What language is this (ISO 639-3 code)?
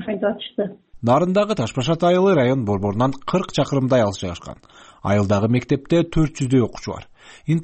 kir